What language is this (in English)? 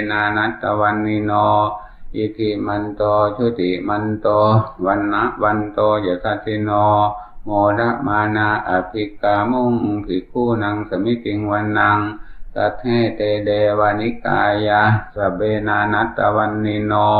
Pali